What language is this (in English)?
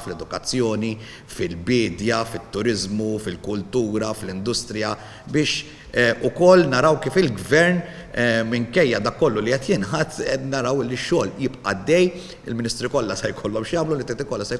Maltese